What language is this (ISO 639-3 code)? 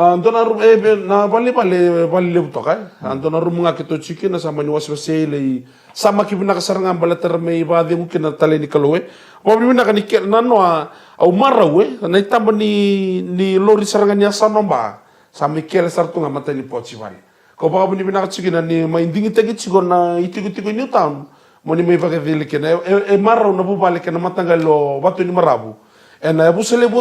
fij